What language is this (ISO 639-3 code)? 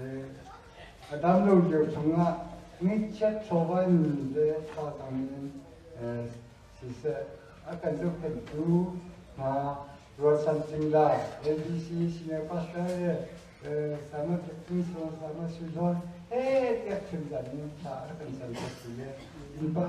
cnh